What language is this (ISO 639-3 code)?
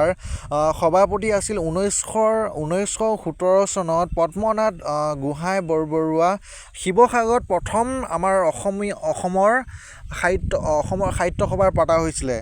asm